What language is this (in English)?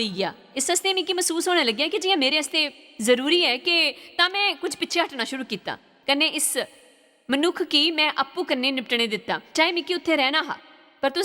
Dogri